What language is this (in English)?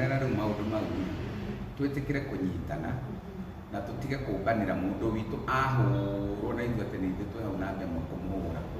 Kikuyu